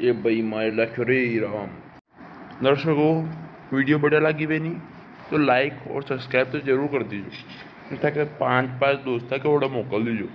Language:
Rajasthani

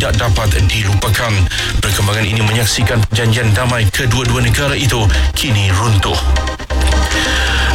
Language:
Malay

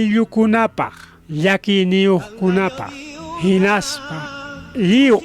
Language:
Ayacucho Quechua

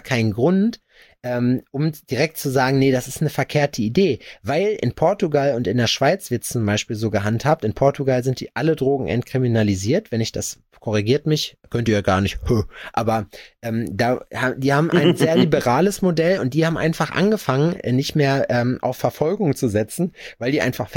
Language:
German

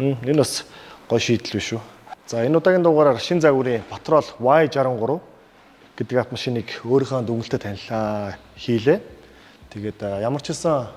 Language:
Mongolian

